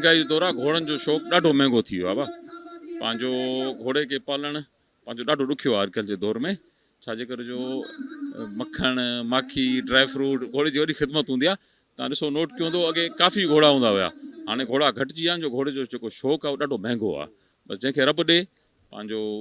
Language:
Sindhi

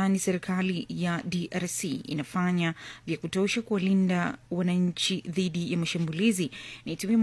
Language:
Swahili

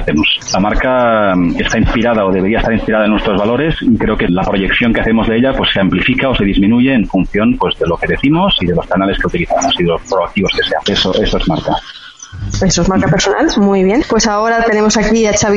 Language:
Spanish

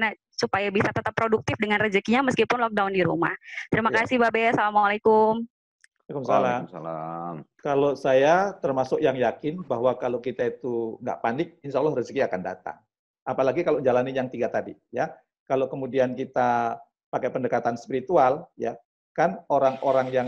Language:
Indonesian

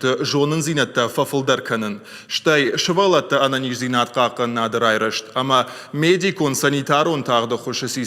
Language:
Ossetic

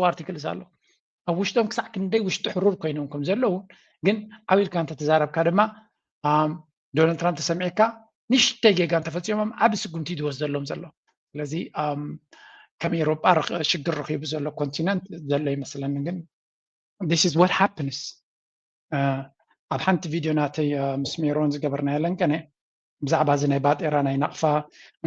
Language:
Tigrinya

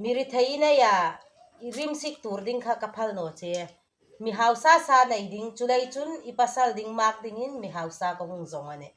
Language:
Hmar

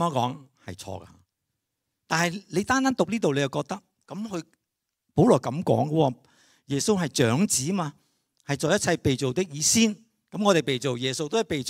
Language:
Cantonese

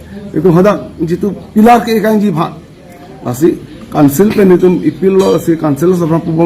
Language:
Karbi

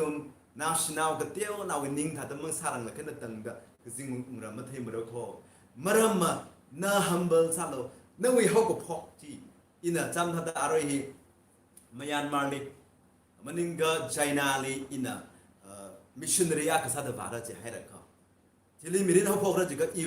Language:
Tangkhul Naga (India)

